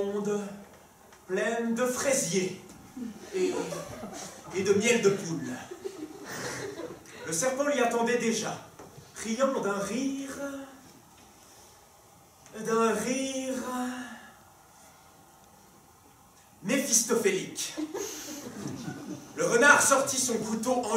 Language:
French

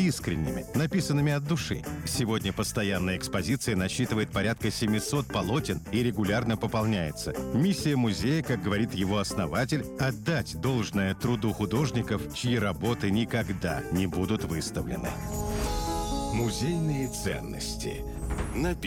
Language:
Russian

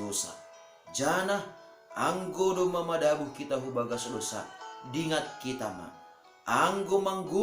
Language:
Batak Simalungun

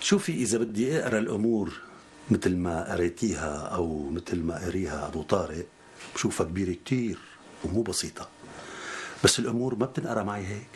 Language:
North Levantine Arabic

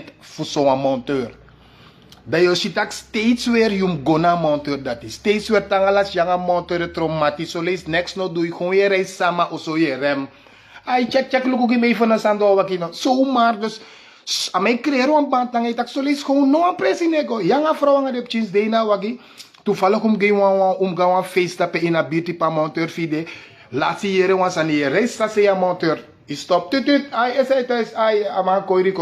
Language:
Sranan Tongo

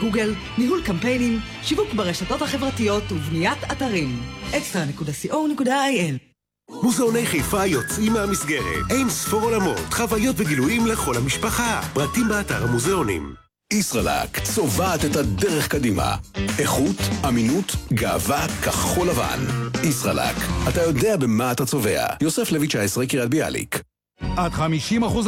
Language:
Hebrew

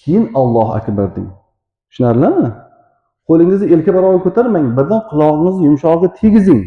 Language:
Uzbek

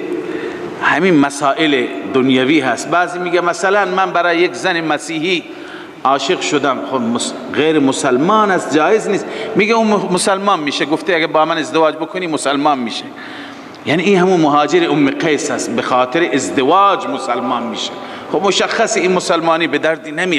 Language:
Persian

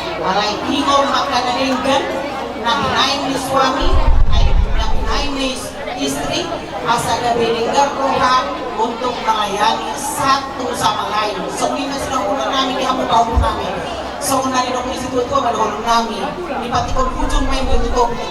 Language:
Batak Toba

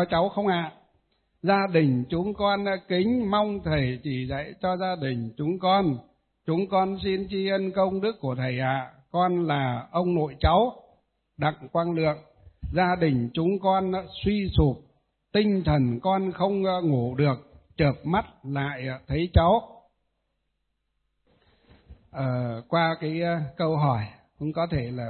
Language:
Vietnamese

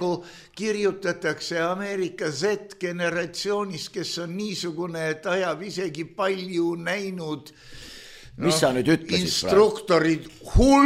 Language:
Estonian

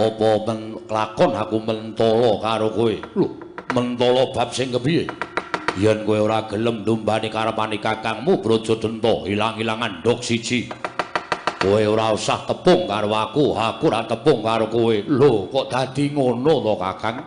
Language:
Javanese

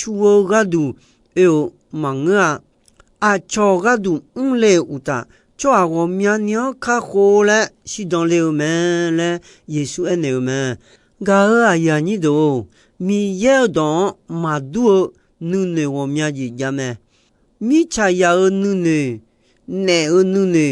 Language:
Akha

